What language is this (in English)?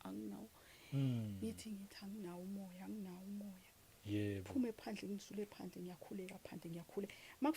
Zulu